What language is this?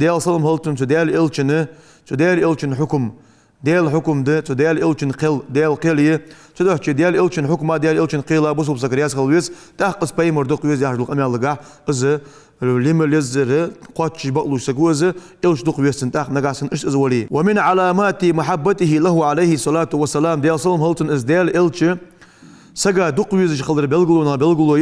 Ingush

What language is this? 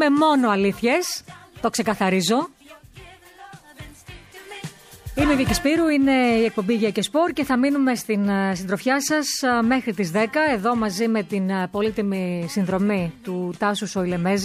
Greek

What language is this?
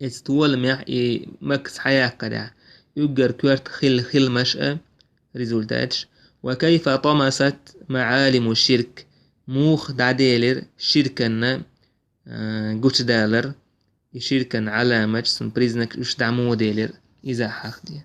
Chechen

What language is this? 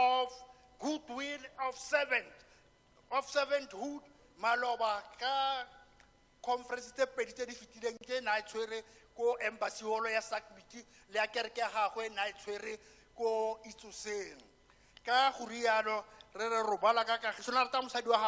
Tswana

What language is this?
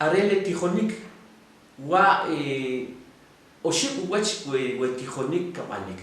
Kʼicheʼ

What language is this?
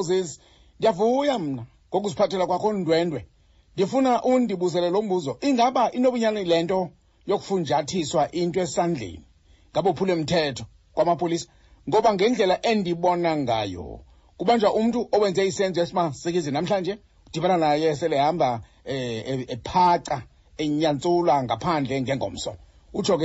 Xhosa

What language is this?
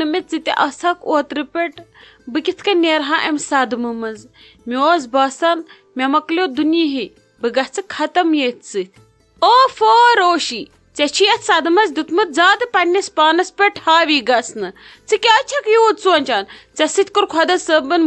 Kashmiri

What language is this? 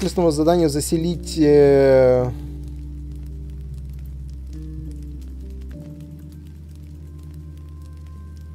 Russian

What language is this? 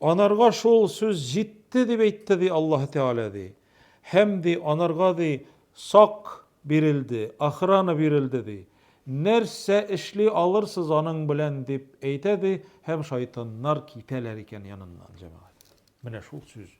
Tatar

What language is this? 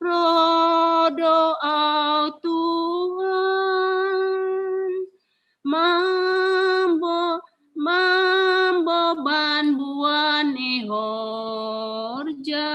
Batak Simalungun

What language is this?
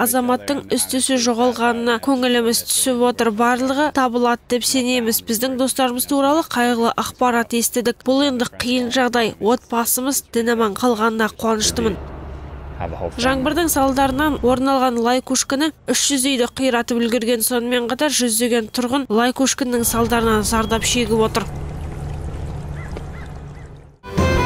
Kazakh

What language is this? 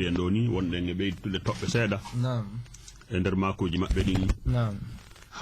Fula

